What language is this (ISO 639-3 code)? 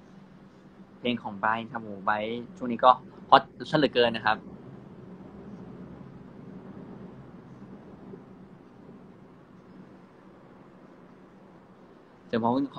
tha